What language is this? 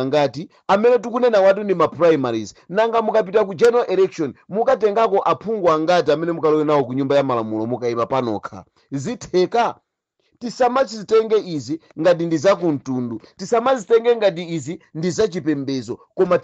Nyanja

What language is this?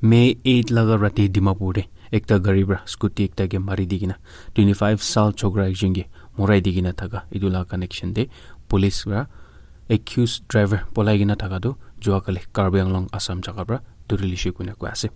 Naga Pidgin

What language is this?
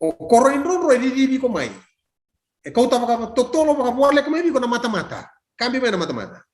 Fijian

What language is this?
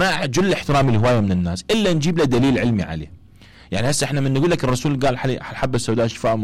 Mesopotamian Arabic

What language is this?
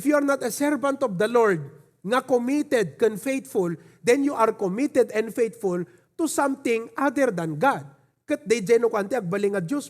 Iloko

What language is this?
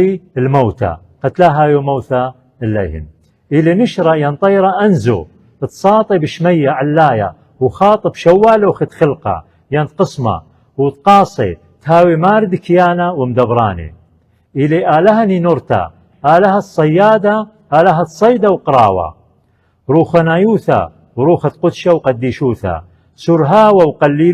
Assyrian Neo-Aramaic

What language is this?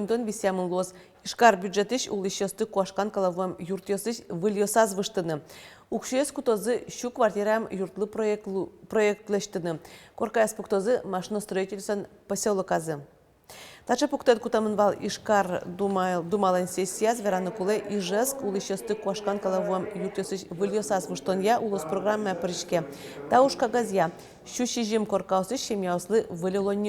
Udmurt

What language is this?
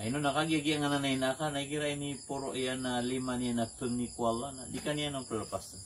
Maranao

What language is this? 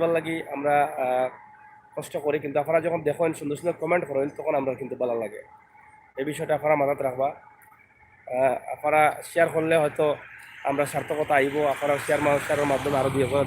Sylheti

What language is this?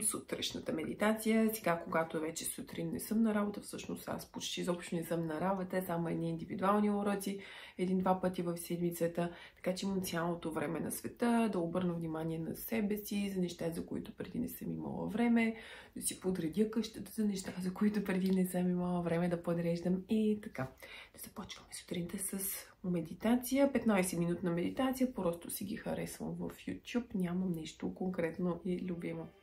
Bulgarian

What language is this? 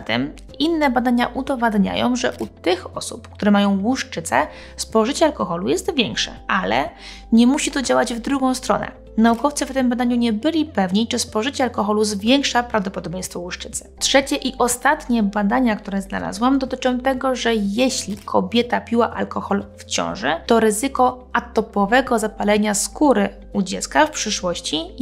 Polish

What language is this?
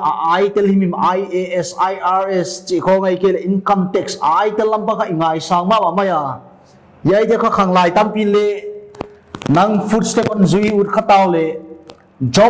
Paite Chin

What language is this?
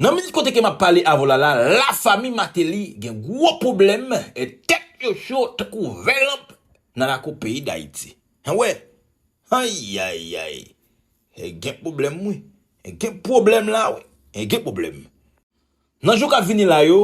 Haitian Creole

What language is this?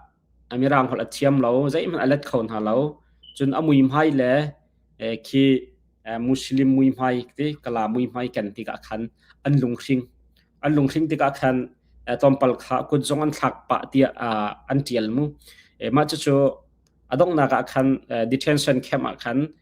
Hakha Chin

